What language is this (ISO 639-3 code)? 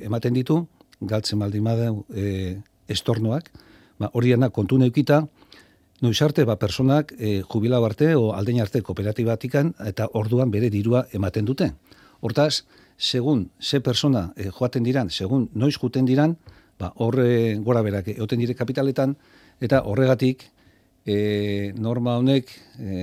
eus